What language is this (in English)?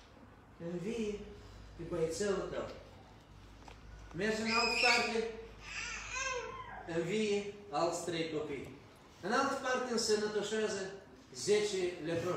Romanian